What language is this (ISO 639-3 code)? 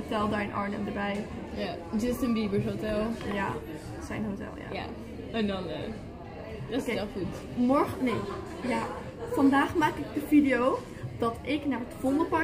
nld